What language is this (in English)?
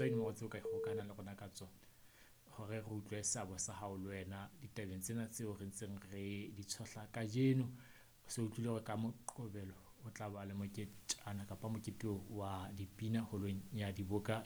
Southern Sotho